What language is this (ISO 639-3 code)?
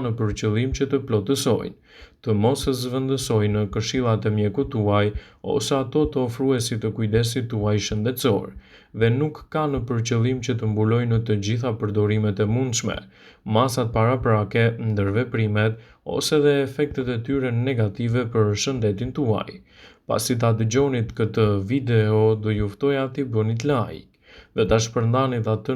sqi